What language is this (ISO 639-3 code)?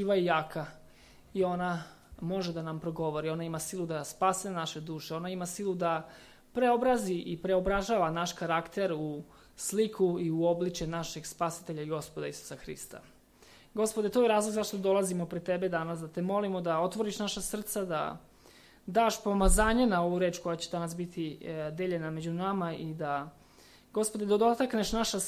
srp